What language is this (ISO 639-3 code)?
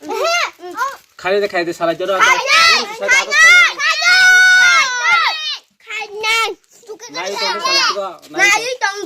trp